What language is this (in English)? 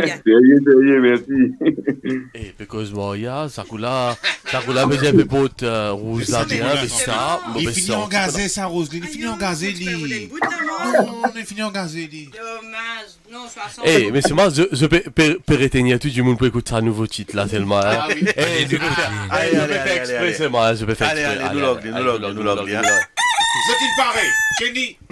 Morisyen